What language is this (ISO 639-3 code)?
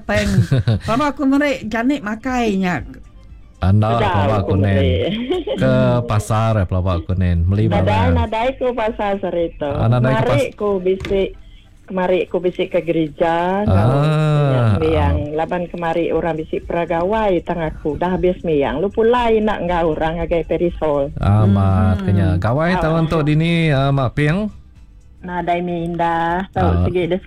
iba